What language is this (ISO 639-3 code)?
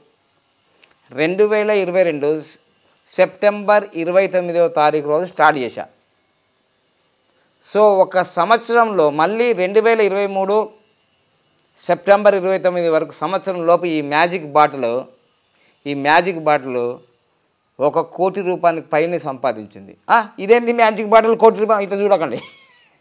tel